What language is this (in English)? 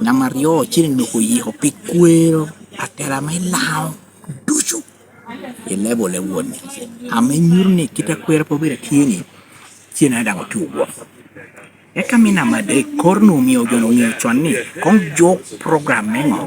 Lango (Uganda)